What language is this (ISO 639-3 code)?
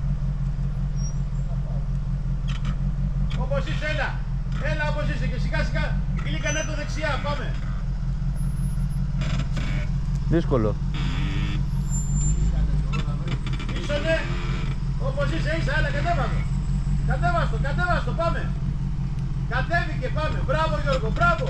ell